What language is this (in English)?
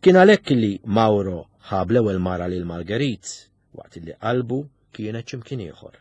Maltese